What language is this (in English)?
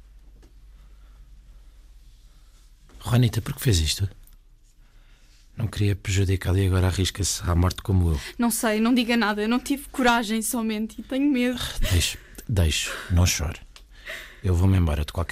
Portuguese